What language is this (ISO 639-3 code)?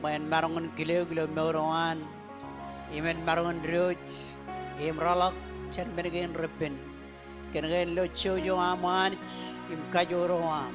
mah